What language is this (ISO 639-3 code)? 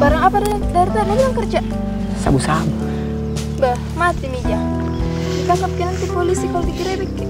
mfp